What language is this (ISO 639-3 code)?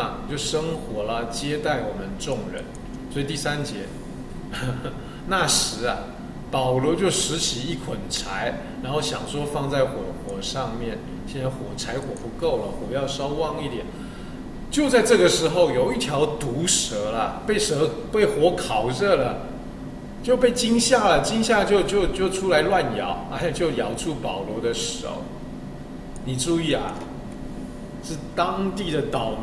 zho